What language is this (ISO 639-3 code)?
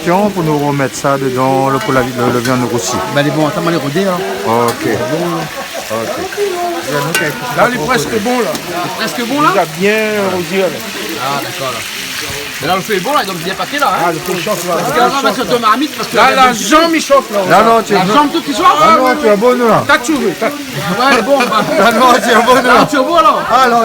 rcf